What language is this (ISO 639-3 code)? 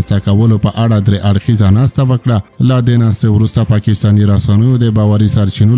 pus